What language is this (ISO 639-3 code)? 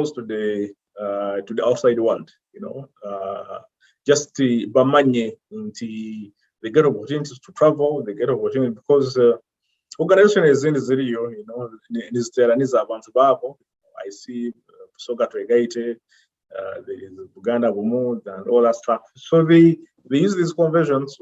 nyo